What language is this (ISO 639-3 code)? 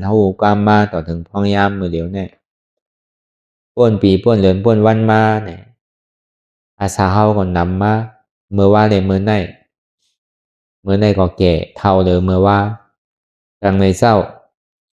shn